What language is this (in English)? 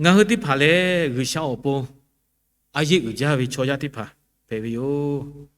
Lahu